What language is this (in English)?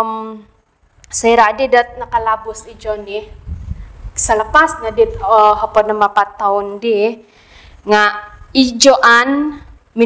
Central Dusun